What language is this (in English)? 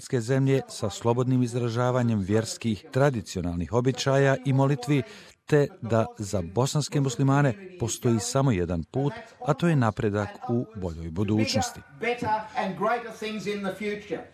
Bosnian